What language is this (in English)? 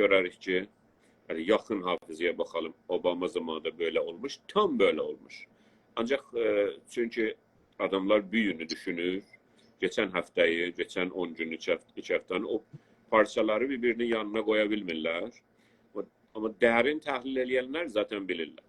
South Azerbaijani